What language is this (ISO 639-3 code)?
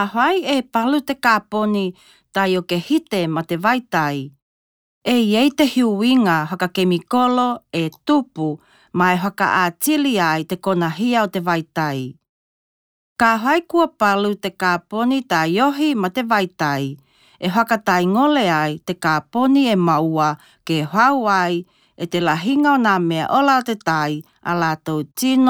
tkl